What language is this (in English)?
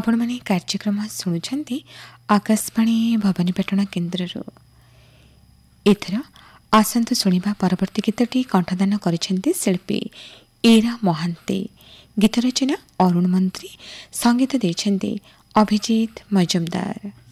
Odia